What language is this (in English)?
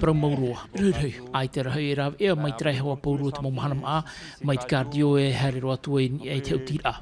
Tahitian